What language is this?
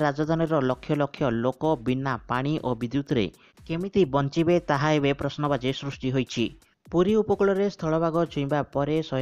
Odia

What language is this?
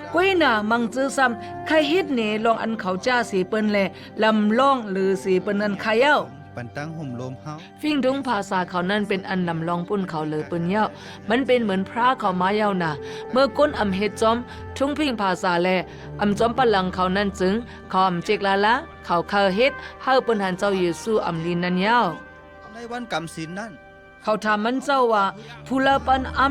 Shan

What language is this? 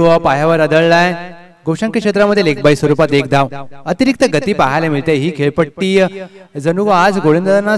Marathi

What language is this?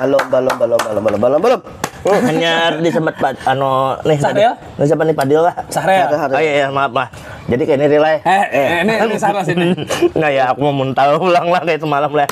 Banjar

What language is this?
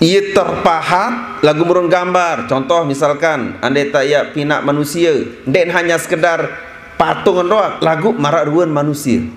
Sasak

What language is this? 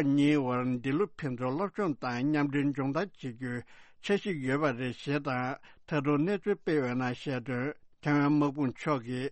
Tibetan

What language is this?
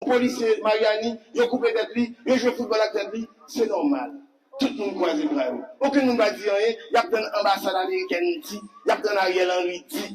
Haitian Creole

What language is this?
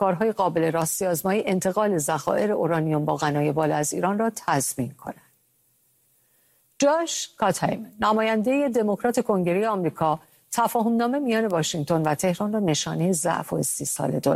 Persian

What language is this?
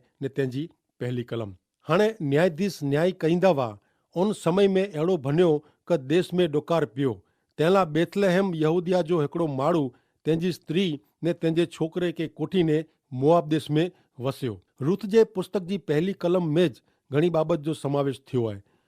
Kachhi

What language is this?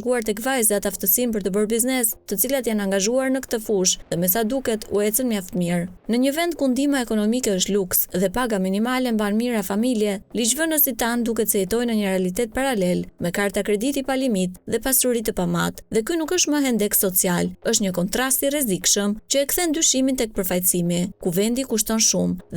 Albanian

